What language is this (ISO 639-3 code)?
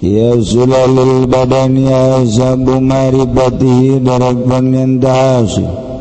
sun